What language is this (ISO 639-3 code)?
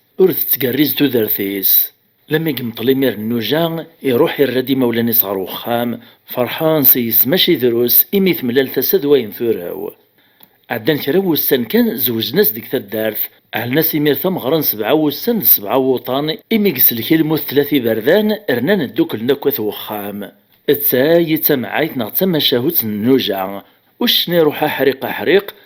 kab